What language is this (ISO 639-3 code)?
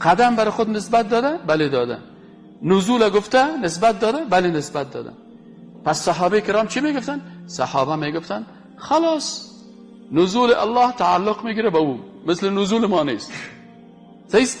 fas